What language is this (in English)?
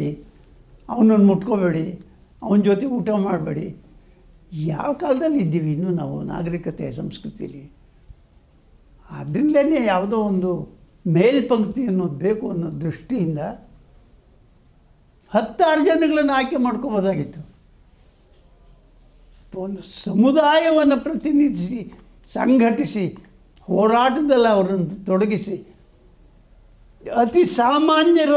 Kannada